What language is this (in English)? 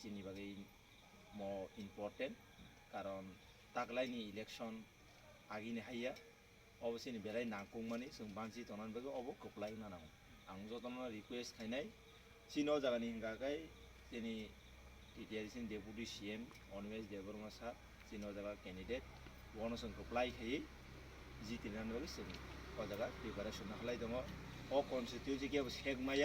Kok Borok